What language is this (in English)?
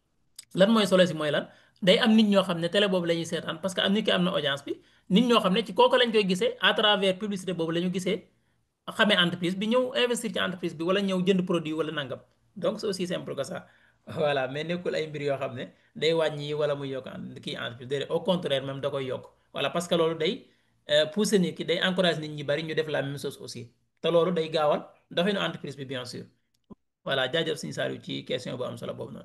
Wolof